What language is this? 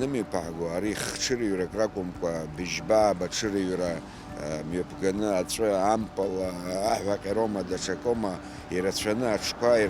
Abkhazian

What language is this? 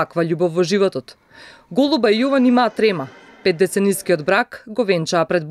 Macedonian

